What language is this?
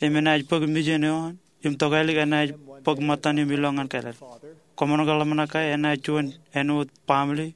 Marshallese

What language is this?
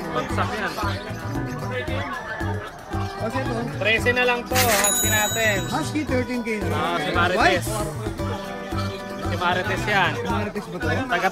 Filipino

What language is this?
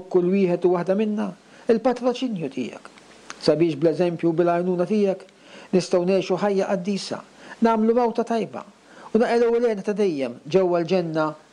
Maltese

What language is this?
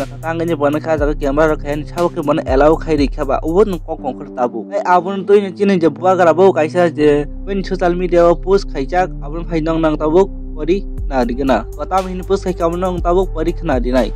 Kok Borok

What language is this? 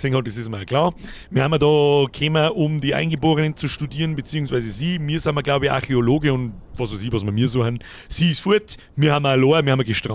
Bavarian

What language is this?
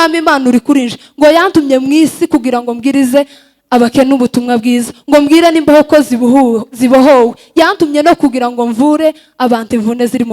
Kinyarwanda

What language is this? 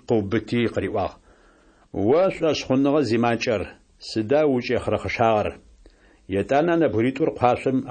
Adyghe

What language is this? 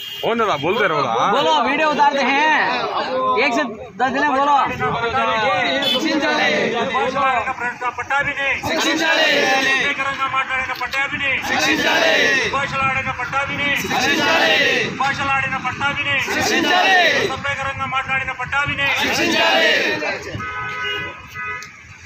Telugu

